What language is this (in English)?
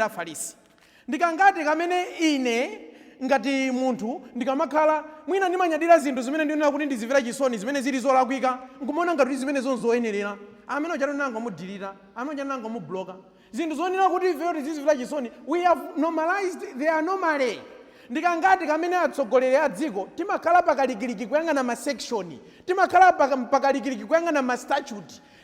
Nyanja